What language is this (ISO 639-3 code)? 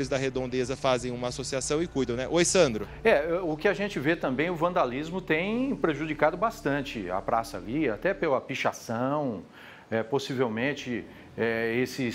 por